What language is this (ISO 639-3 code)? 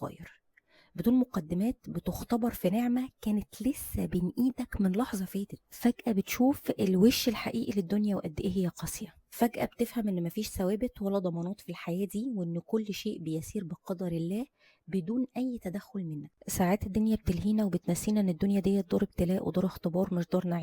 arz